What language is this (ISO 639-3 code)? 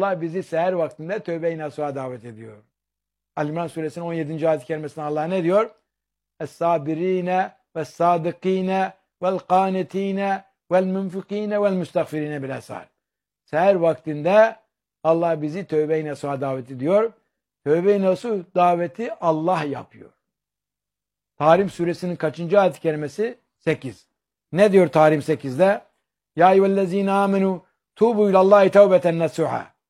tur